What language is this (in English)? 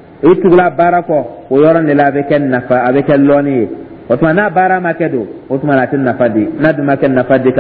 Dyula